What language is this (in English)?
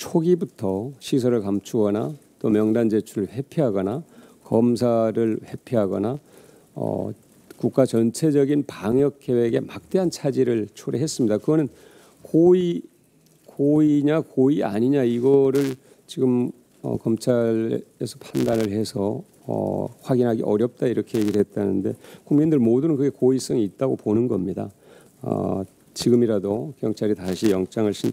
Korean